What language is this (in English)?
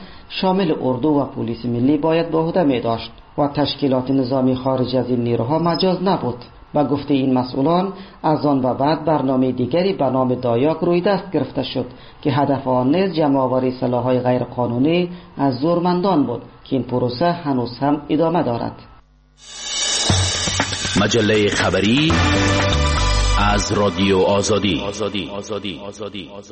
Persian